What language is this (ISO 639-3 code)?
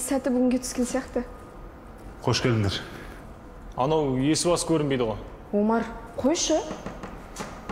kaz